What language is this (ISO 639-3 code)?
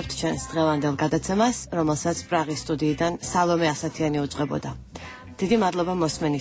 kat